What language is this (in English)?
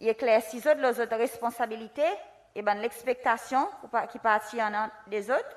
Seselwa Creole French